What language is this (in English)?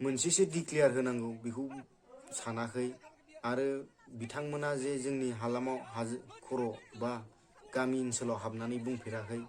Bodo